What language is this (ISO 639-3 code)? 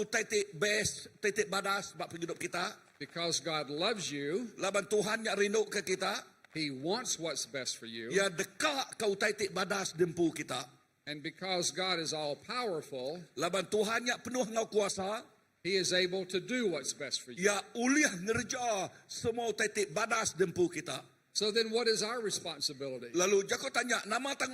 iba